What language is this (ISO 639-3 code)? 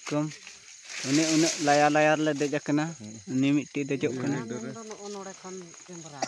sat